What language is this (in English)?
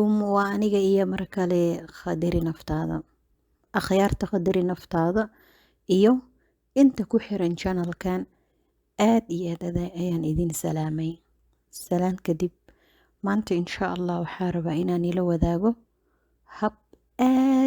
Somali